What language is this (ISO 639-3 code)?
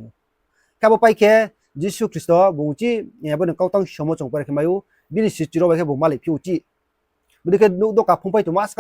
ria